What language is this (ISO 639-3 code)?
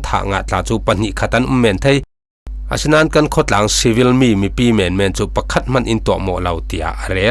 cfm